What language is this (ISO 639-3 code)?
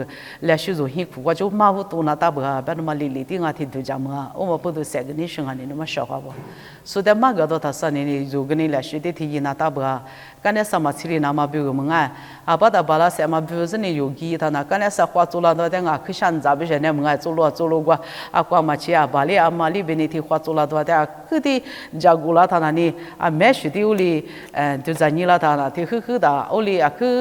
lis